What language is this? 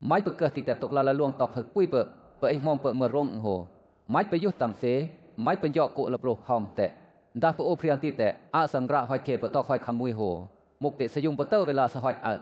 Western Lawa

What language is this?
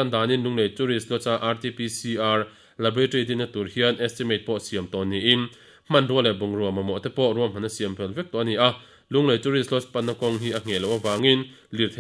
Mizo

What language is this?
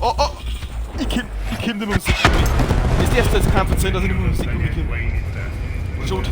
Bavarian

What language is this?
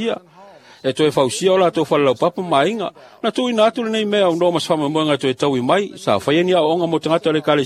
Samoan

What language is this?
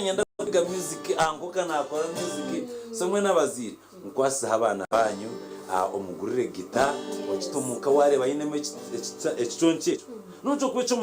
Nyankole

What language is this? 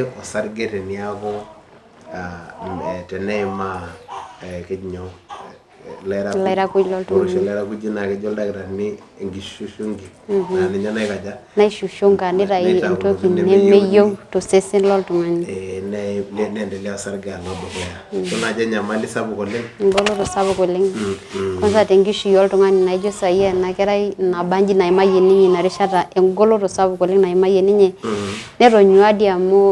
Masai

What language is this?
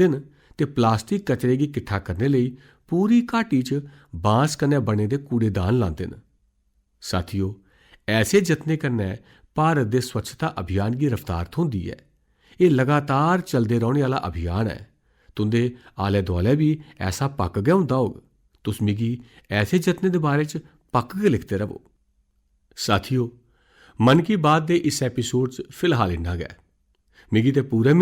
Dogri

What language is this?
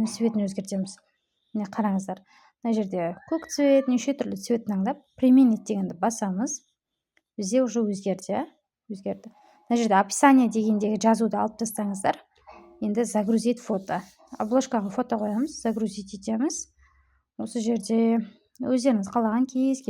Kazakh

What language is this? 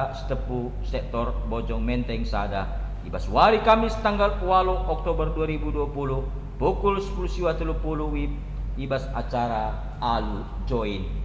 Batak Karo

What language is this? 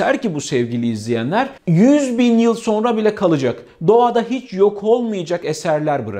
Turkish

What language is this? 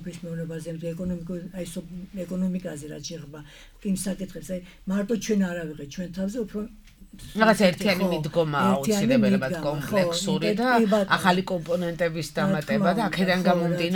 Georgian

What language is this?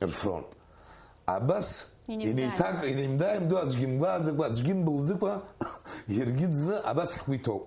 Abkhazian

